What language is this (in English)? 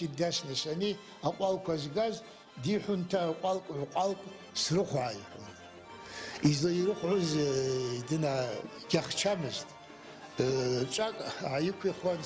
Abkhazian